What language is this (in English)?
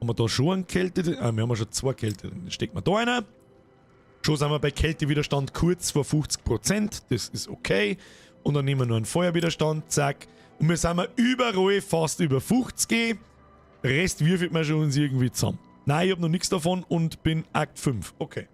Bavarian